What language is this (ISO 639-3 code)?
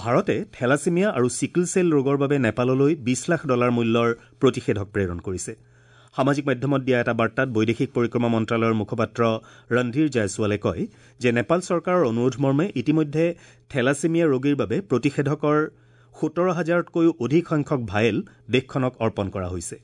asm